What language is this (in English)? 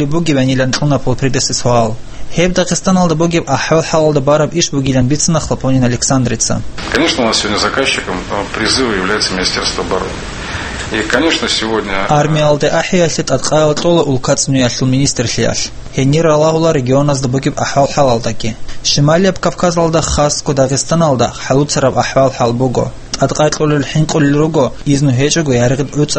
Avaric